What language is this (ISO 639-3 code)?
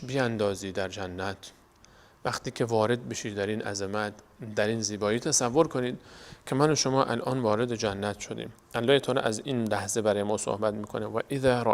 fas